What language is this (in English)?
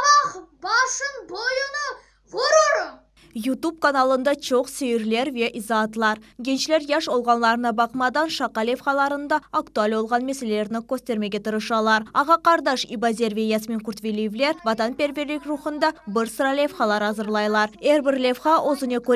Crimean Tatar